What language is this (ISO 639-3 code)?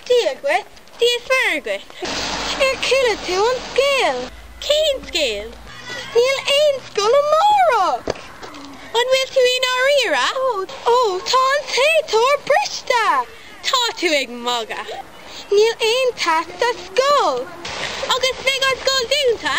gle